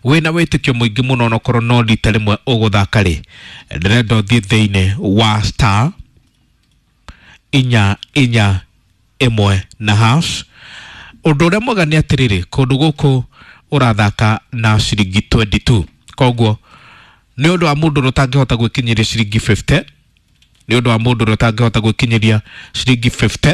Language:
Kikuyu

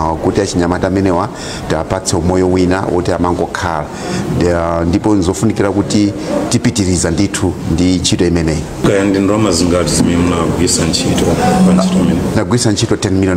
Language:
Nyanja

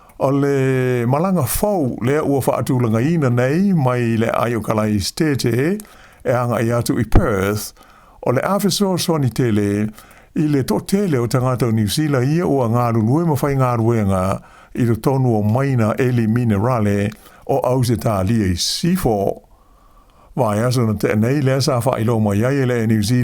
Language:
Samoan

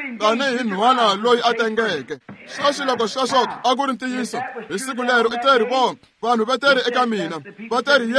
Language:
Tsonga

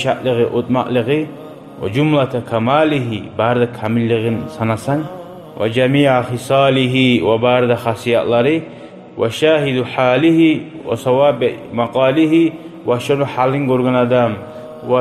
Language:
Kumyk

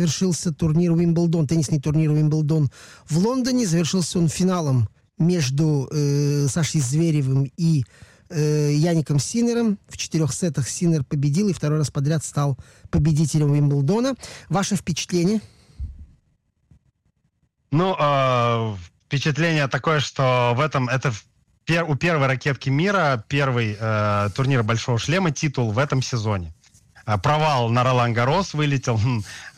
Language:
Russian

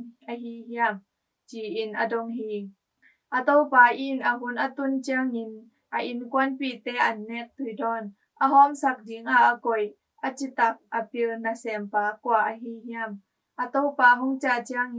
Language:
Tedim Chin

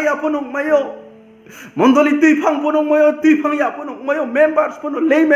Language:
Riang (India)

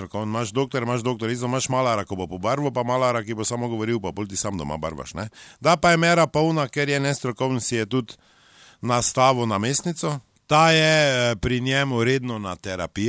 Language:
Slovenian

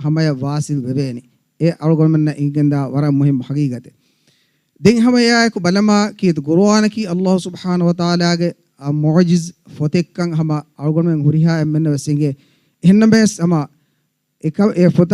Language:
Divehi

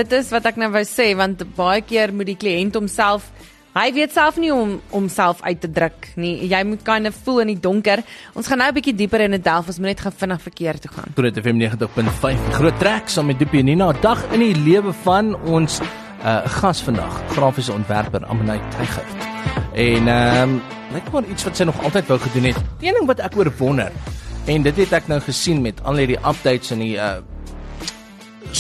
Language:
Afrikaans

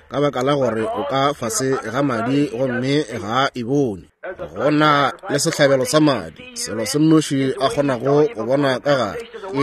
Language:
Northern Sotho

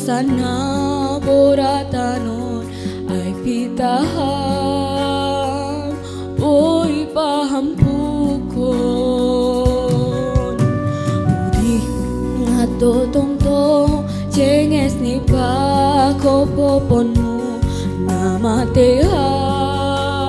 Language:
Batak Simalungun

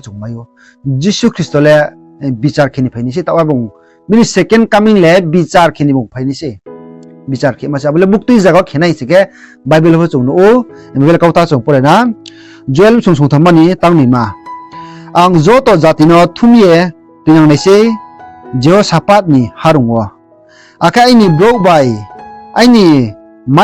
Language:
Riang (India)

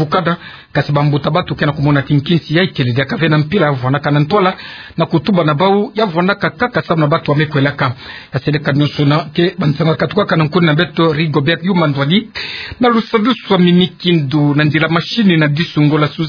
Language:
Kituba (Democratic Republic of Congo)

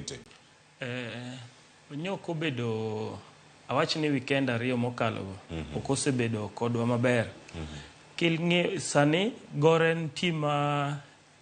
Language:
Luo (Kenya and Tanzania)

